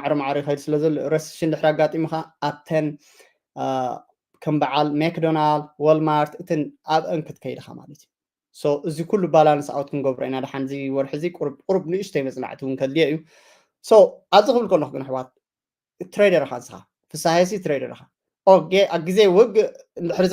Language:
Tigrinya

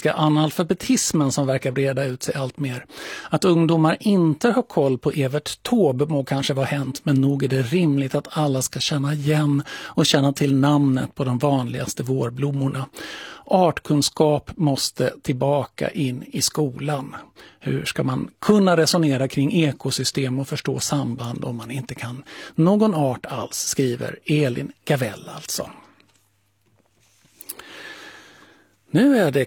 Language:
Swedish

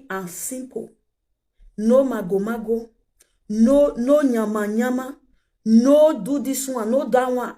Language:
Nigerian Pidgin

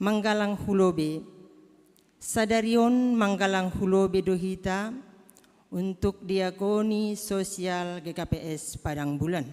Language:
Batak Simalungun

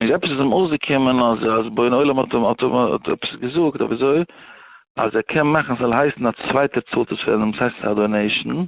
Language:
Yiddish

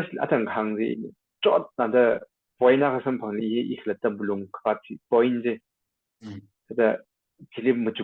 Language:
Tangkhul Naga (India)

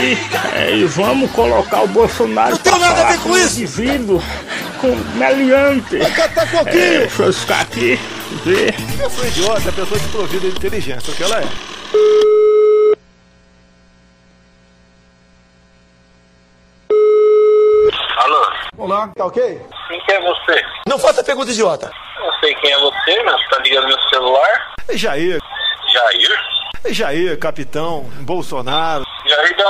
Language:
Portuguese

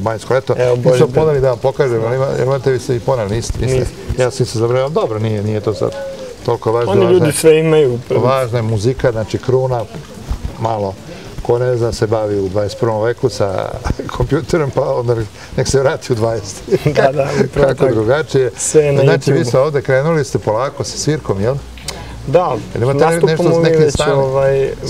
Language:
Serbian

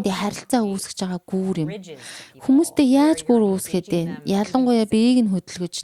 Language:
Mongolian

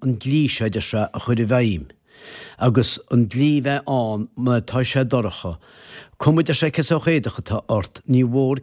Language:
Irish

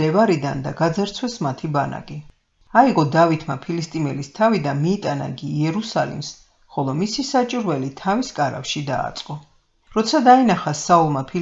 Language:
Georgian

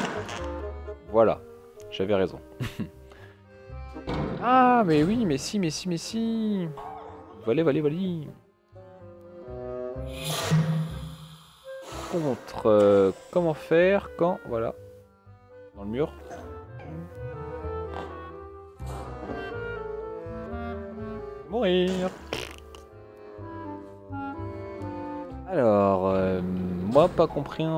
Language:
French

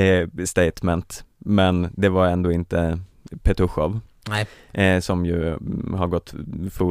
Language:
Swedish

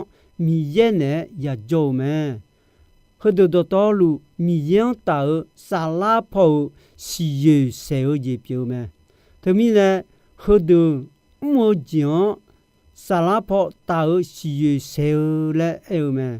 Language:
Akha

